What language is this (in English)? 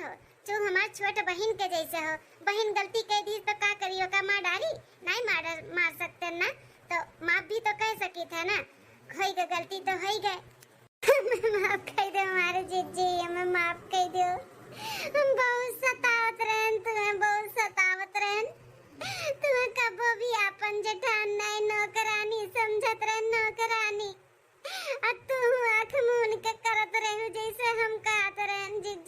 Awadhi